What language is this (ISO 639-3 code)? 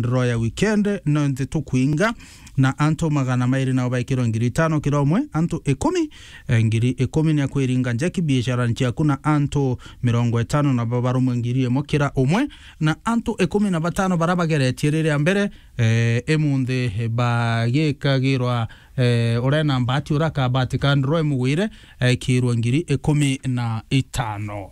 mer